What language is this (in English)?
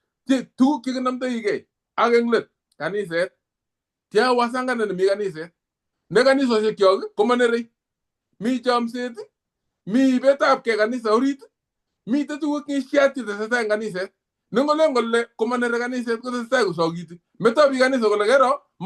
Kalenjin